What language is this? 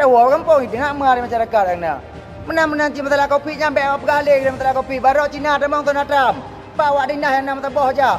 Achinese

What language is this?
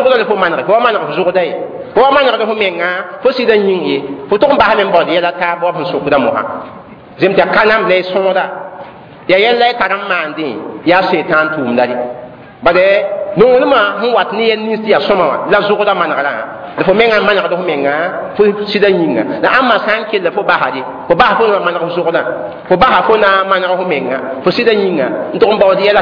Mossi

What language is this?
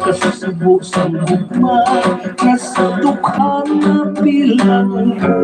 Hiligaynon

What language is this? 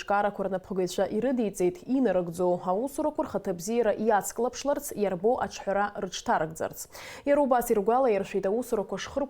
Abkhazian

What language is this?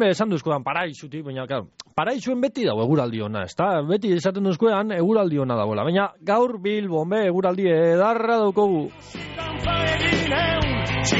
Basque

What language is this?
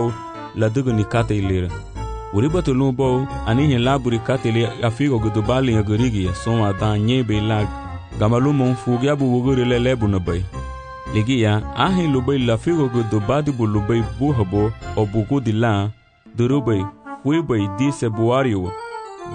Garifuna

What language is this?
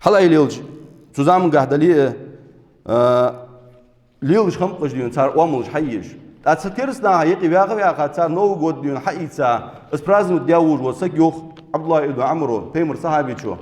Ingush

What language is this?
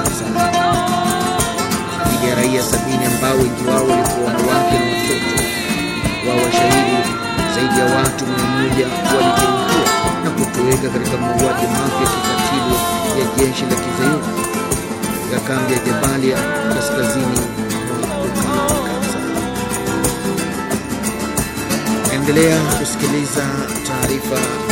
Swahili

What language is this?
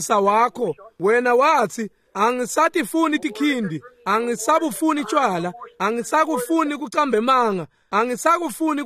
Swati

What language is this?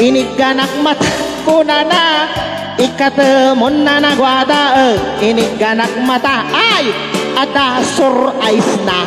Iloko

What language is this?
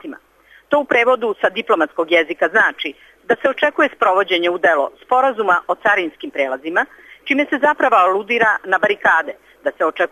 Serbian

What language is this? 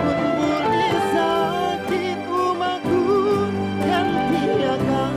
Banjar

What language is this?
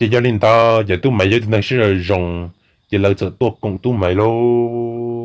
Hmong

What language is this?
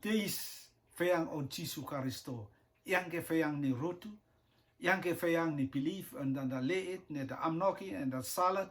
Rotuman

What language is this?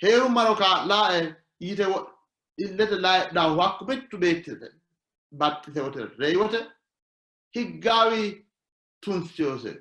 Sidamo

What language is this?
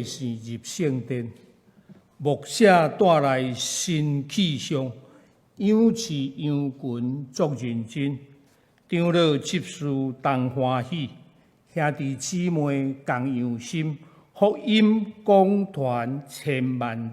Min Nan Chinese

